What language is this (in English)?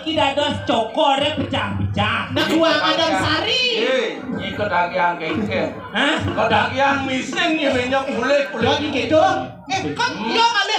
Balinese